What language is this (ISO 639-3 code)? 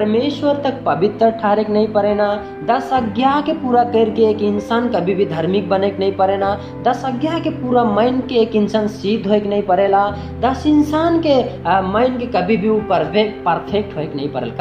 sck